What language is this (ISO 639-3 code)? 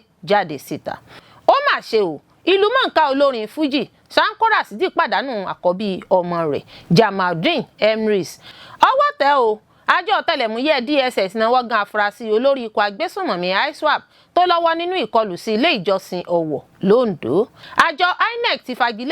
yor